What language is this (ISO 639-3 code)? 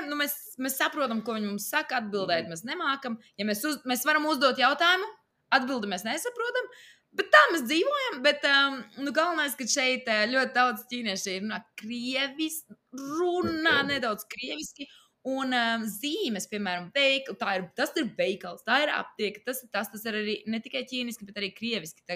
lav